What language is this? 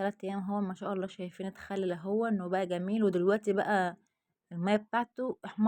Egyptian Arabic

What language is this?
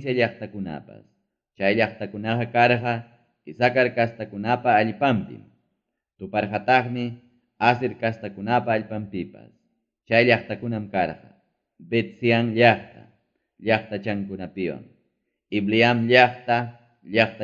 Ayacucho Quechua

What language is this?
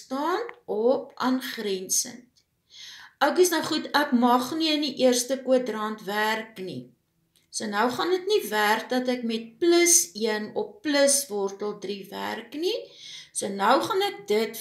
Afrikaans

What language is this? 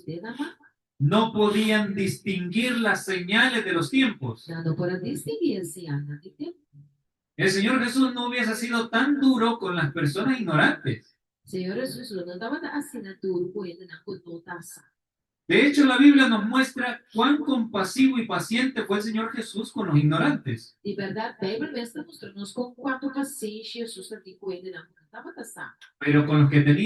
Papiamento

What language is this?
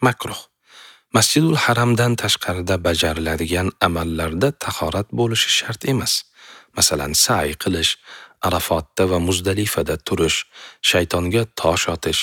Uzbek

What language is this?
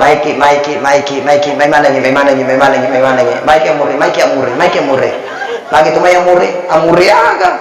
Buginese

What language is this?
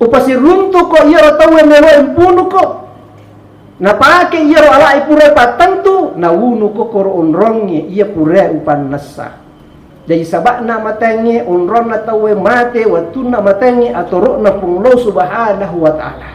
Buginese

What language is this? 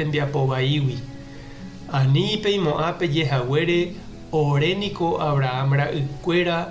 Guarani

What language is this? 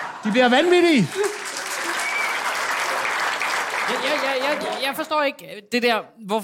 Danish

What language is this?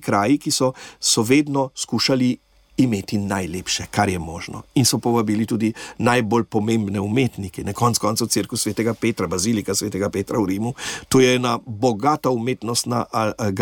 Slovenian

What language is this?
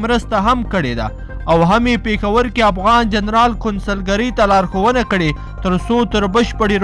Pashto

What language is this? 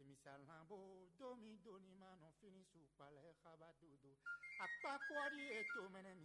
Fon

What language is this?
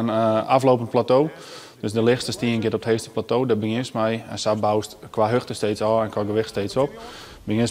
Western Frisian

